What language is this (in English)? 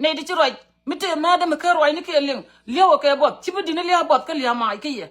Nuer